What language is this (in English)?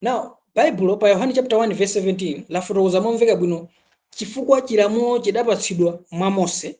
Nyanja